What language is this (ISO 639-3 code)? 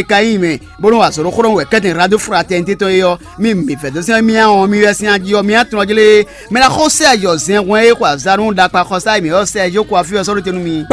fon